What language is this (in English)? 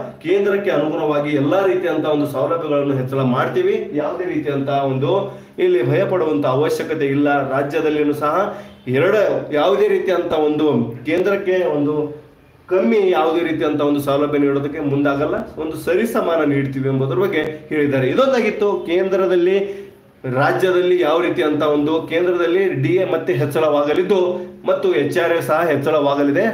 Kannada